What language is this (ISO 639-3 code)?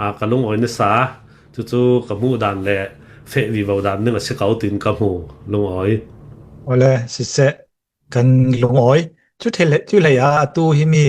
cnh